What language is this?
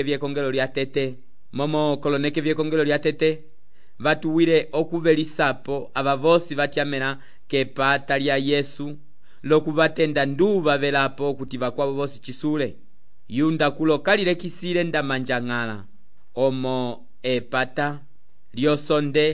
Umbundu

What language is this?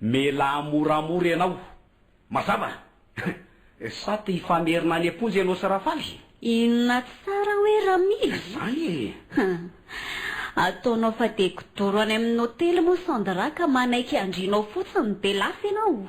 Malagasy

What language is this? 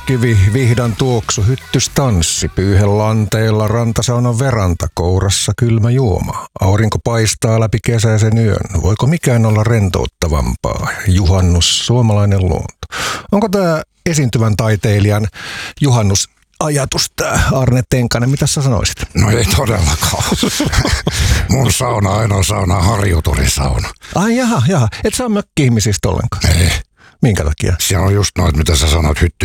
Finnish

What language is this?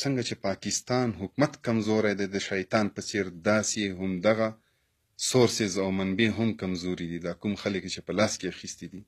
Pashto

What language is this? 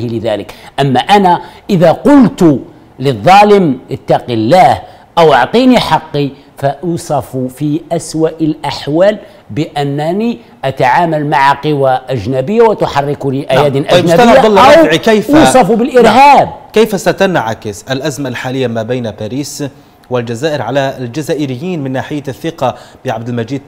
Arabic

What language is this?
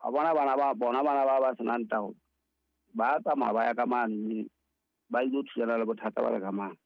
Southern Sotho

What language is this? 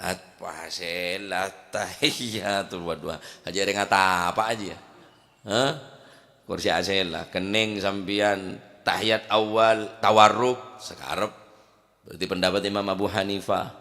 Madurese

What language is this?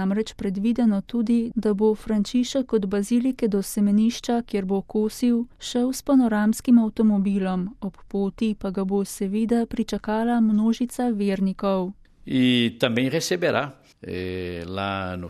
Slovenian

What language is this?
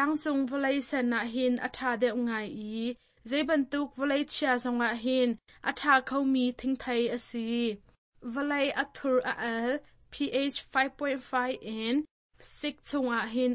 Hakha Chin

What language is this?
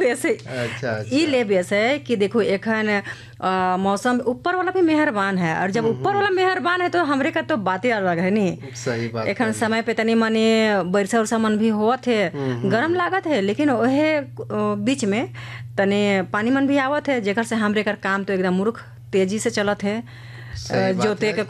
Sadri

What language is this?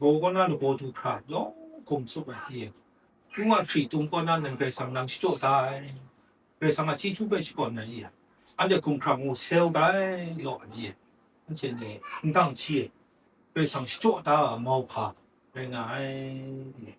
Kachin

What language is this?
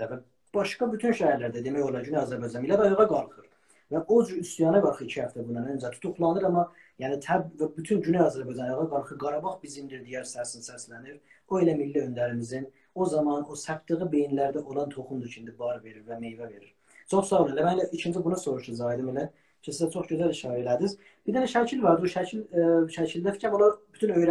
South Azerbaijani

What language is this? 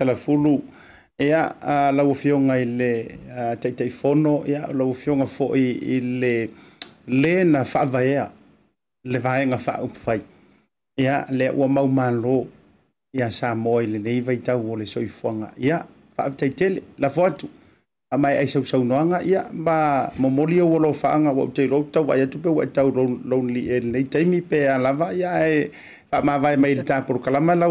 Samoan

